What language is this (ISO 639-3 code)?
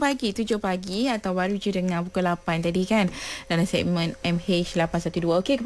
msa